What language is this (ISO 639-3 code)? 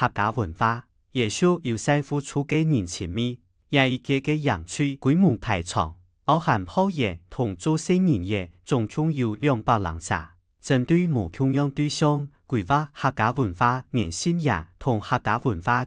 hak